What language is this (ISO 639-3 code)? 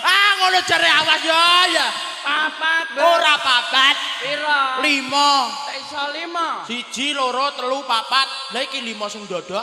jav